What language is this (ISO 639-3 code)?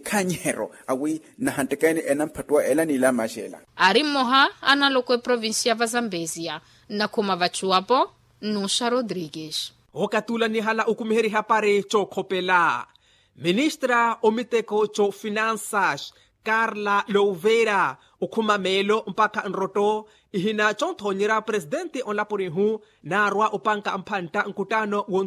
vmw